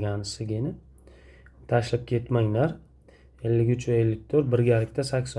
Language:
Uzbek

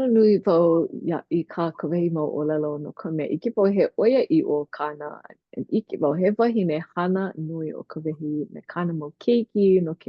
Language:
Hawaiian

